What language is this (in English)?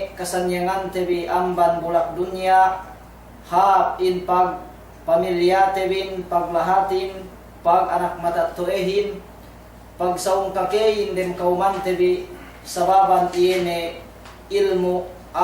Yakan